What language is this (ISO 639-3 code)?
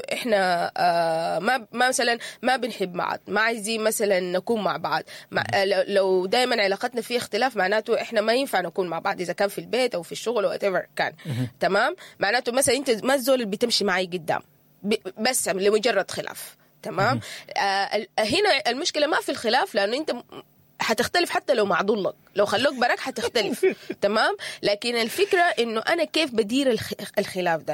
apd